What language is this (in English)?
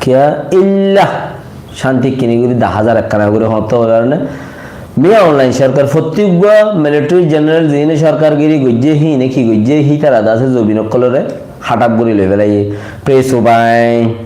Rohingya